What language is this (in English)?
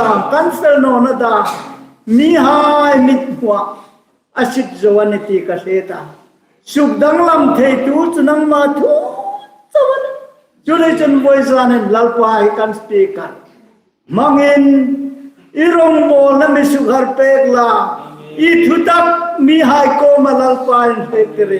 Hmar